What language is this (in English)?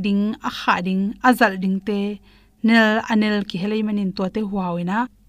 Tedim Chin